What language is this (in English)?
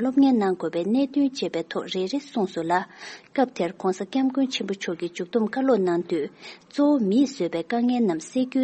Tibetan